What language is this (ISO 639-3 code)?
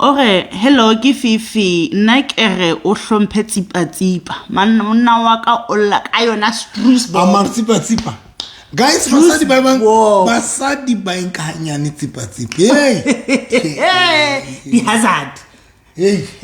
sot